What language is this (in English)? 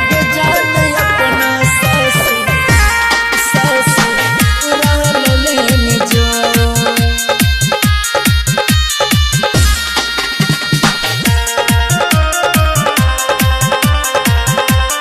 Bhojpuri